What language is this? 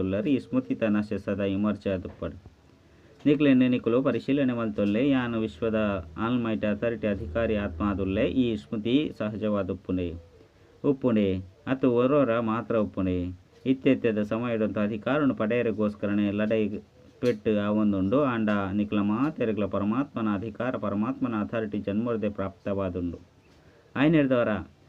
Tulu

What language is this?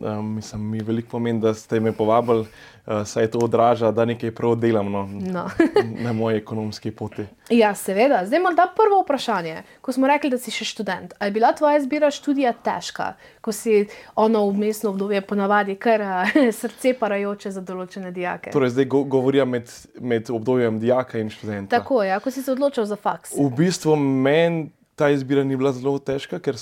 Slovenian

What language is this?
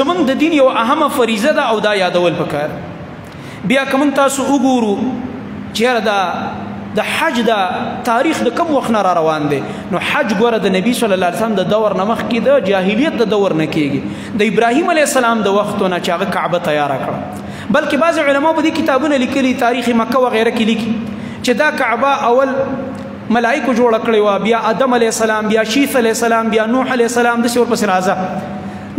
Pashto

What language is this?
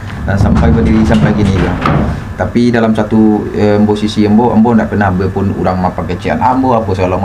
Minangkabau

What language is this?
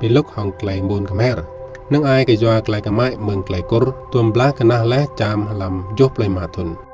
Rade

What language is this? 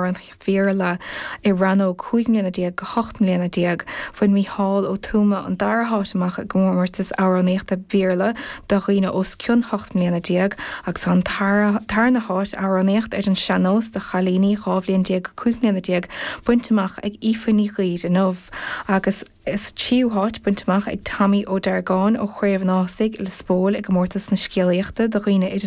Irish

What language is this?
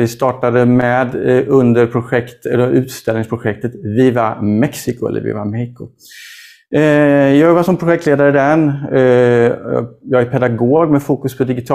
Swedish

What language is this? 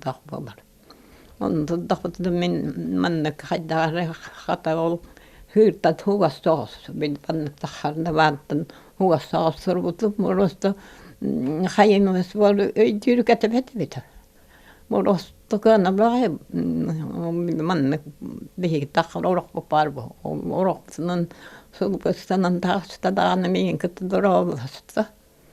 Yakut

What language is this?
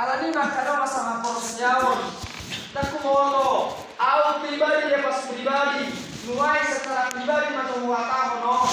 Batak Toba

